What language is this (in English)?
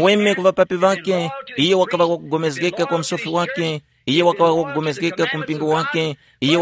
Tumbuka